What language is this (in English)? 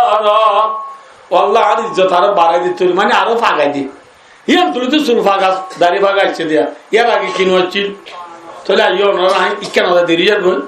Rohingya